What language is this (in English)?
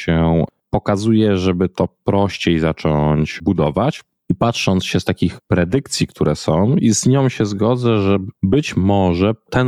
Polish